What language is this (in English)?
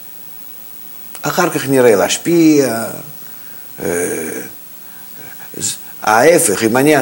Hebrew